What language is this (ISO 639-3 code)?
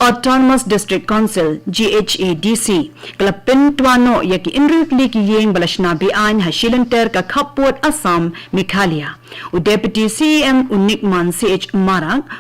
kha